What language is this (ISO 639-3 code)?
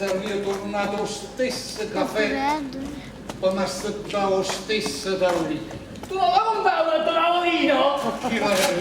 nap